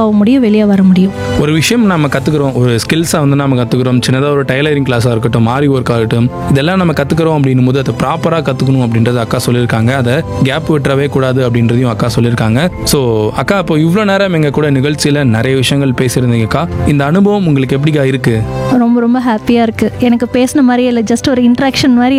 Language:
Tamil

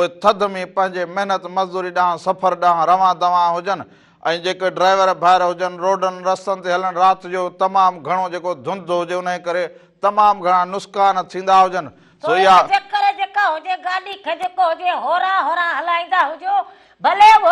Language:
Sindhi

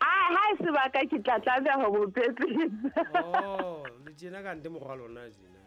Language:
Southern Sotho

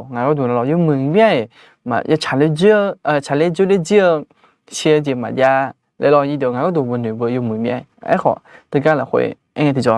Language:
Akha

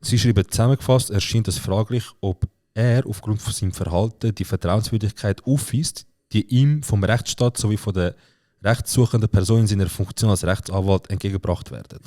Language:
Swiss German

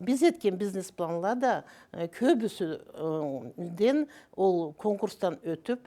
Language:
Karachay-Balkar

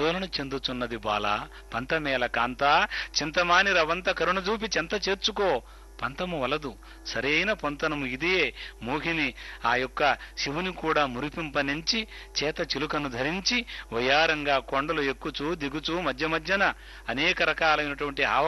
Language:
Telugu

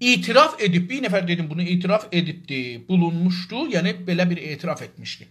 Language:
South Azerbaijani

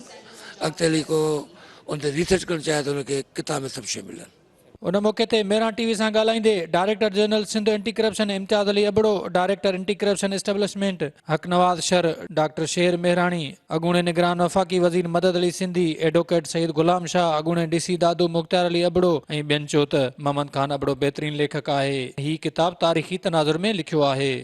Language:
Sindhi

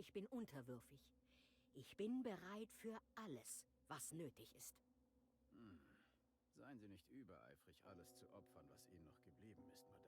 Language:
Bavarian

